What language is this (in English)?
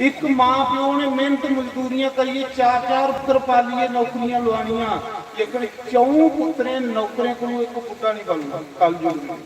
Dogri